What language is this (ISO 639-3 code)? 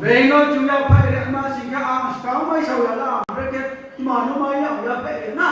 ria